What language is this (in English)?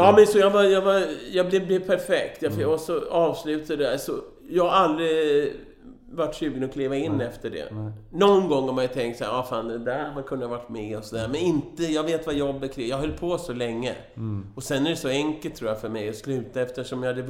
Swedish